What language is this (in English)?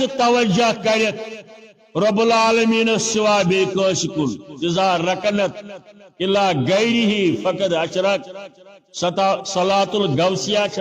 Kashmiri